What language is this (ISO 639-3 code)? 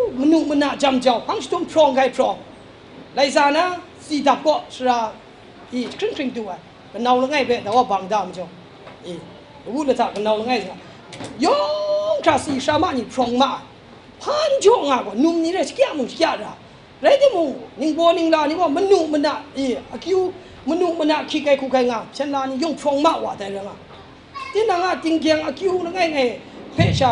kac